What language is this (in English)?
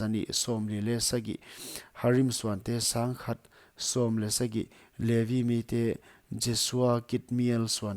Paite Chin